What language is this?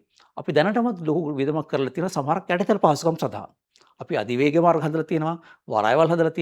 Sinhala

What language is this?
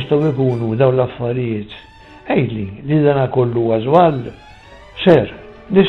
Maltese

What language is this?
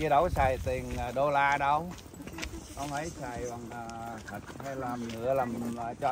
Vietnamese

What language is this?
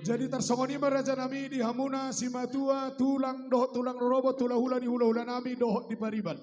Batak Toba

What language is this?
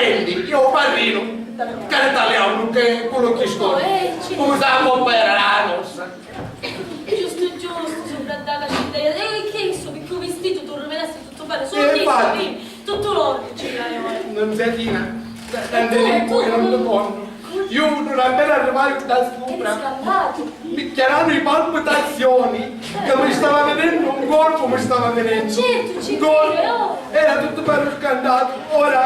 Sicilian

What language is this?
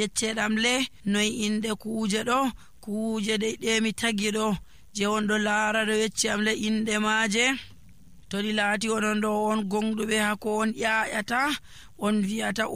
Nigerian Fulfulde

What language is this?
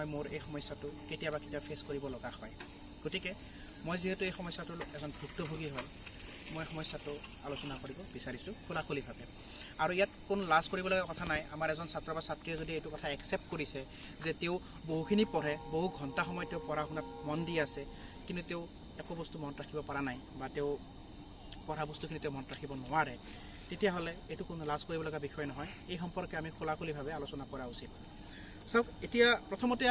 Assamese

